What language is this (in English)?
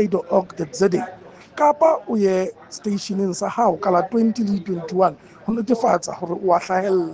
Southern Sotho